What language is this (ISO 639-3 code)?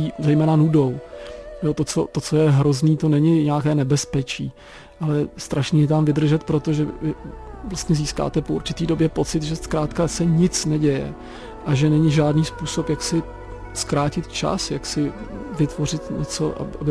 ces